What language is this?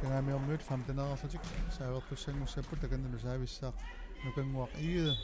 Kalaallisut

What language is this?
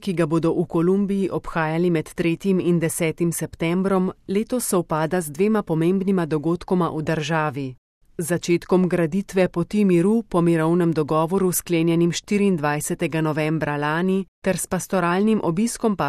Slovenian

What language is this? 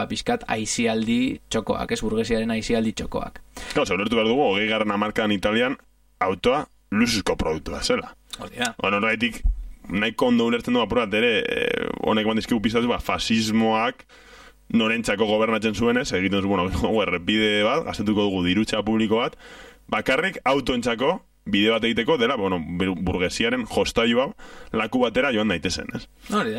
Basque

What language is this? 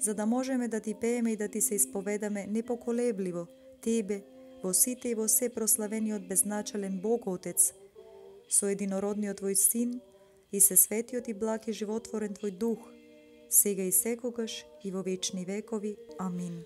Macedonian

